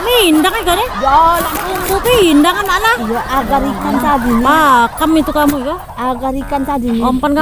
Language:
Musi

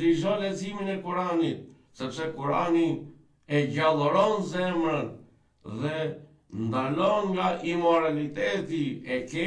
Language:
Albanian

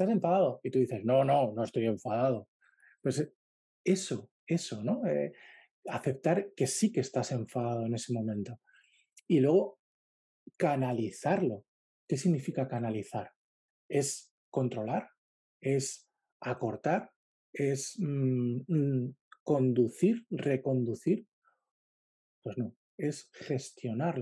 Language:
Spanish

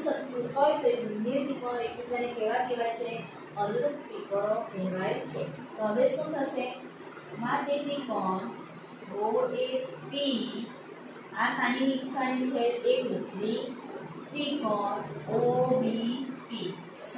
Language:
Gujarati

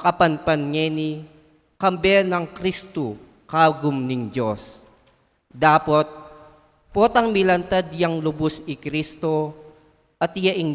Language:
Pampanga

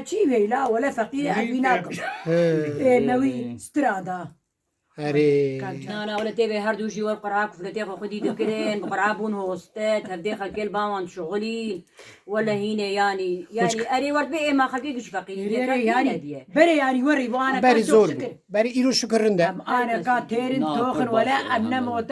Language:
Kurdish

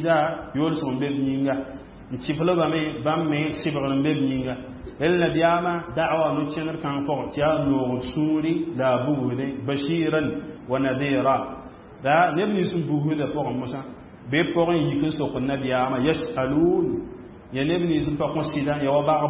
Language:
Mossi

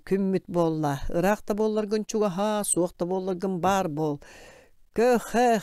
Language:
Yakut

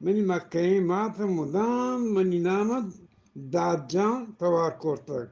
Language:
Eastern Balochi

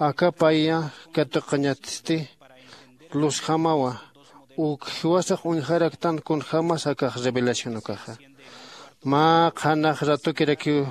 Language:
Aymara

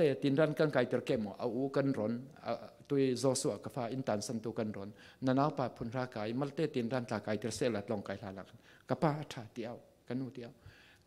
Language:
Falam Chin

